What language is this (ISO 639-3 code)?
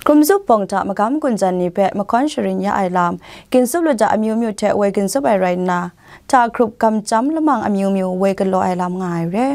kac